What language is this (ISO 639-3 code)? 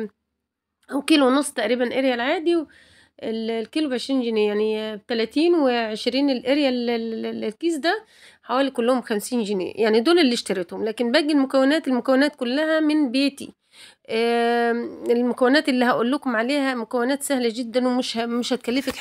arz